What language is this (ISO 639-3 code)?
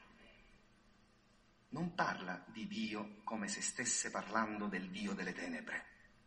ita